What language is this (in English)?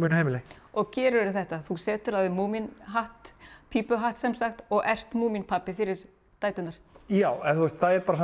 Icelandic